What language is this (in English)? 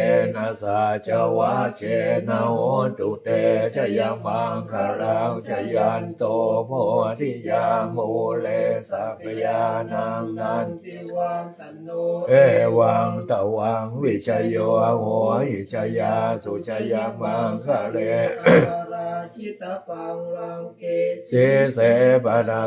Pali